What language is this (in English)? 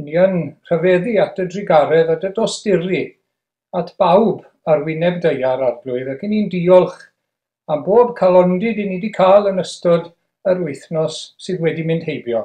Welsh